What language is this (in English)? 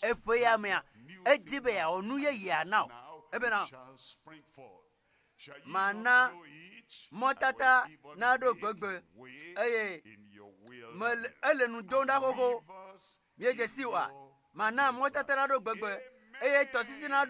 Ewe